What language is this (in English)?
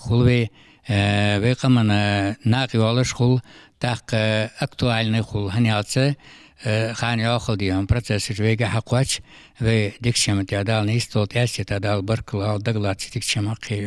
Ingush